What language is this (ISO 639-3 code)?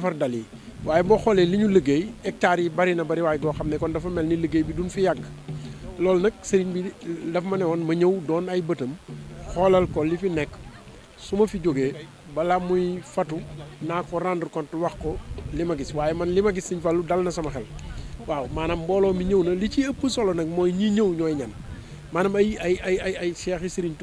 wol